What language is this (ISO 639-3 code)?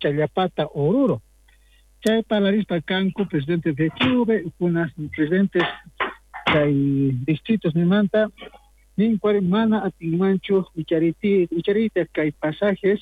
quh